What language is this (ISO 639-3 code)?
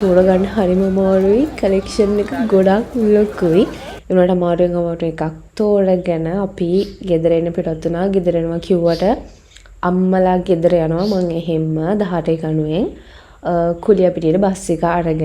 sin